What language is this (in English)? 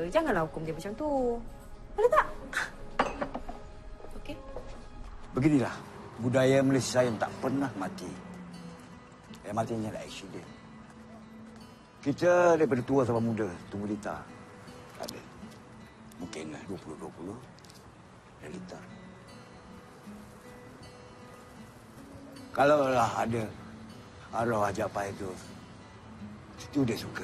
Malay